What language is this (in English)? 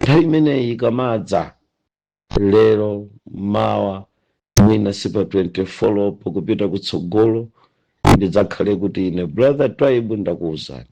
Nyanja